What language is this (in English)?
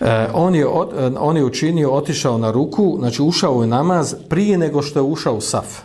Bosnian